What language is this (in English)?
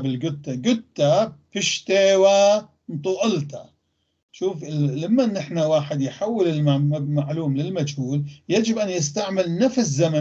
North Levantine Arabic